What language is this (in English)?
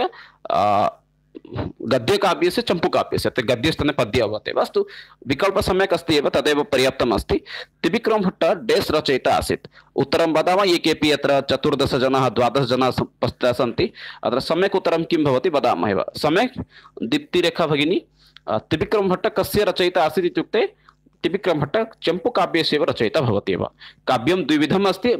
Sanskrit